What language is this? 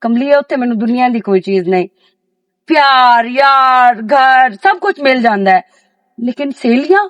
Western Panjabi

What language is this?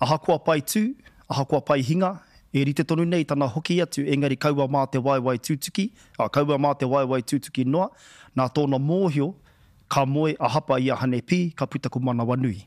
Māori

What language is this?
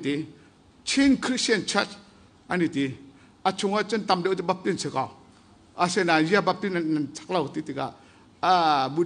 Hakha Chin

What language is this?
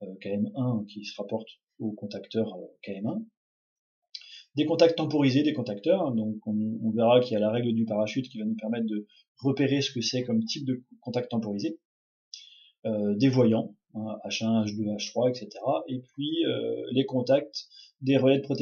French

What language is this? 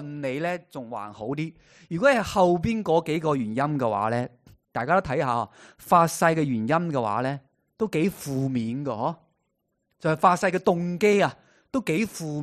Cantonese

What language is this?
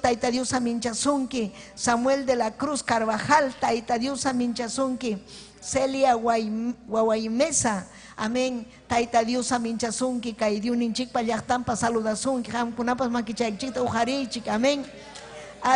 Ayacucho Quechua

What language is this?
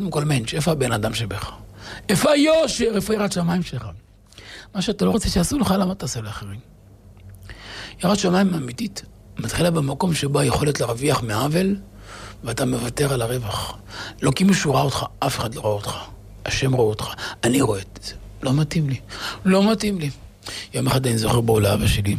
Hebrew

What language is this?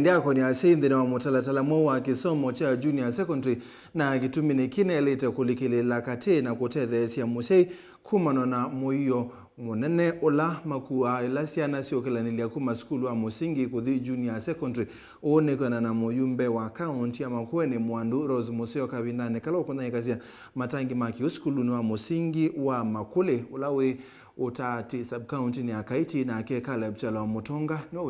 Kamba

